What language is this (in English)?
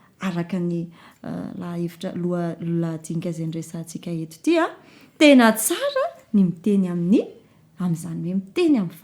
Malagasy